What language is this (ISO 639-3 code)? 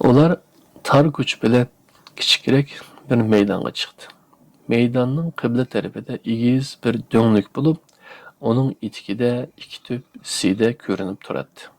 uig